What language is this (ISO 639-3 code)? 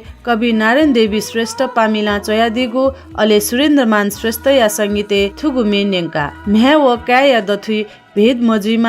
new